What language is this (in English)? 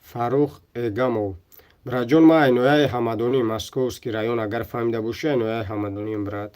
Tajik